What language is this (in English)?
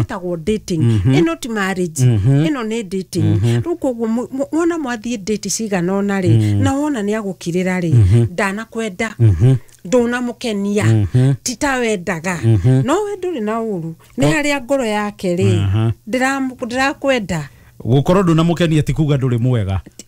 Kikuyu